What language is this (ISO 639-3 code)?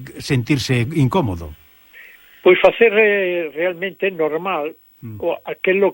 glg